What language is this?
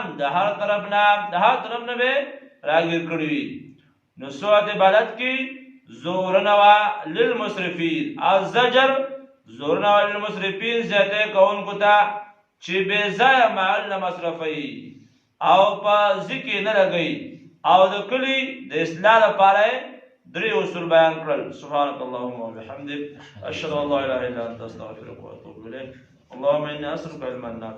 Pashto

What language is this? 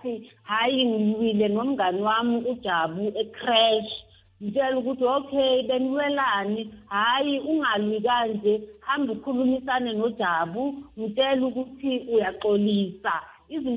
South Ndebele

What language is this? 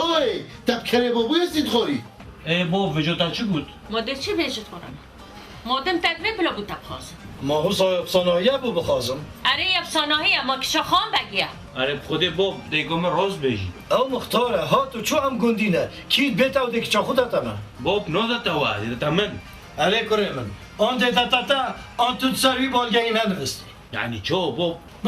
Kurdish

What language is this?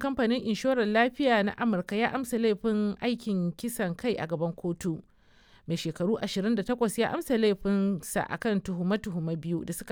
Hausa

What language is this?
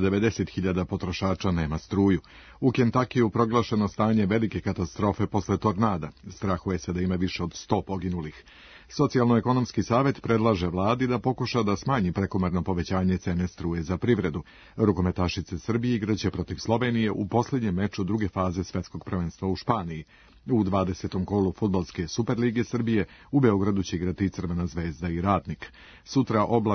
Serbian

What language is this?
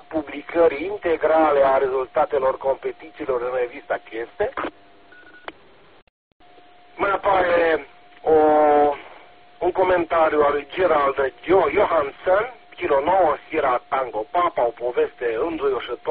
Romanian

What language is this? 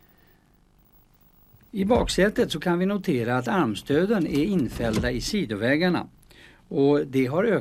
Swedish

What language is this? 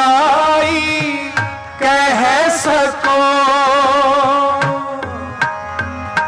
Hindi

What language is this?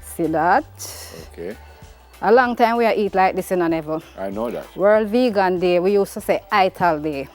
Jamaican Creole English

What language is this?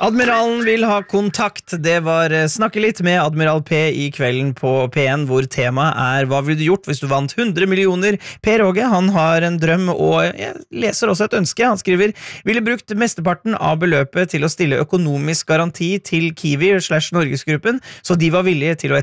Norwegian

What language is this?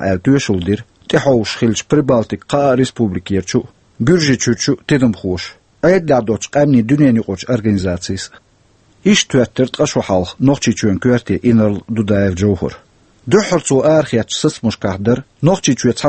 Chechen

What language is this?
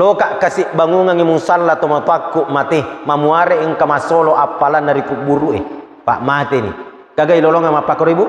Buginese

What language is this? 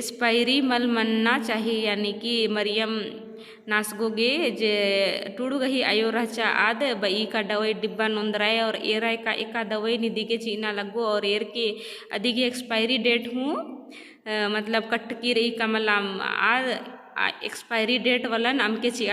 Kurukh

